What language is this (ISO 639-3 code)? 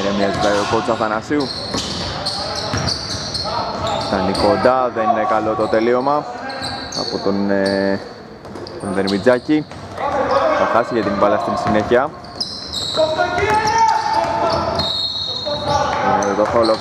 ell